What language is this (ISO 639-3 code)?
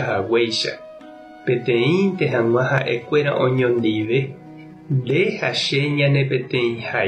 grn